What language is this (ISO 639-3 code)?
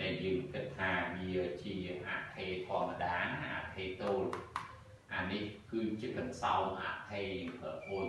khm